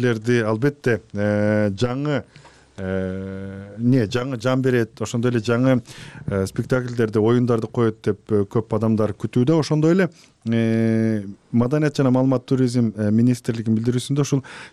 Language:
Kyrgyz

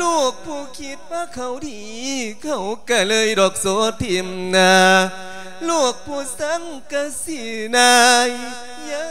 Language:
Lao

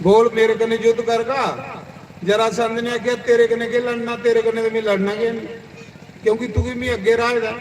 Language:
Dogri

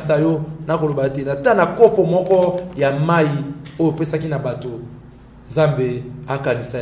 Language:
Lingala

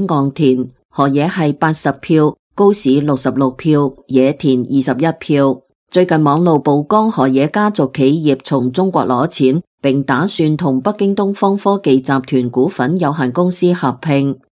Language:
Cantonese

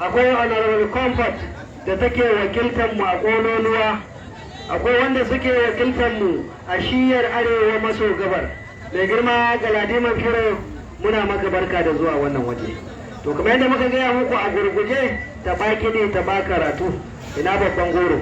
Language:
Hausa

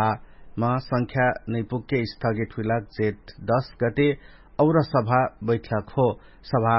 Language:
Dangaura Tharu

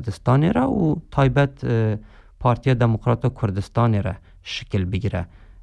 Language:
Kurdish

